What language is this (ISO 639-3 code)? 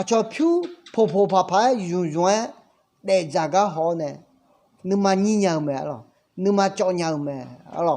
ahk